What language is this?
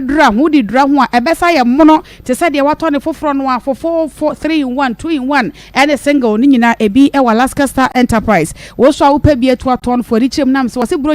Akan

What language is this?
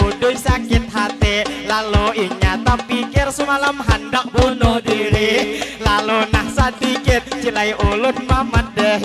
Banjar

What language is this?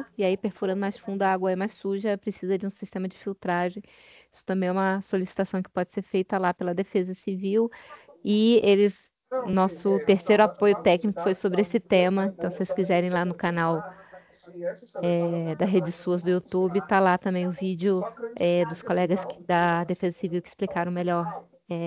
Portuguese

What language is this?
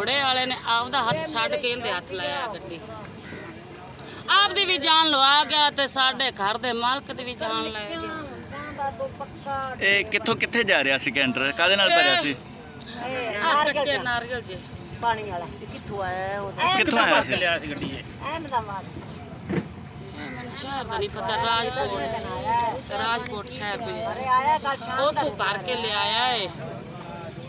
Punjabi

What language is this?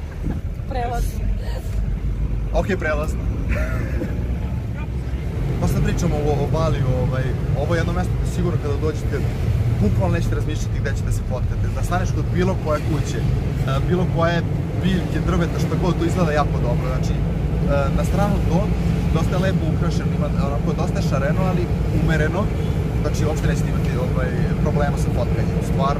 Serbian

